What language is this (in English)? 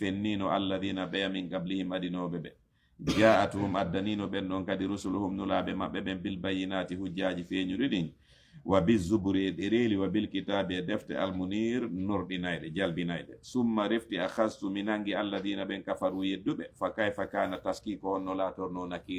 Fula